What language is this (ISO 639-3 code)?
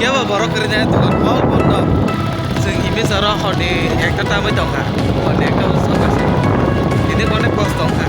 trp